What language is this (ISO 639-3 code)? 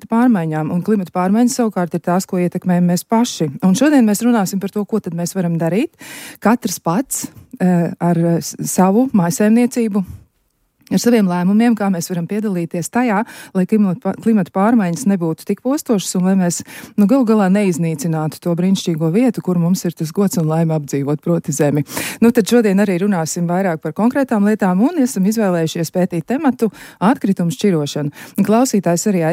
lav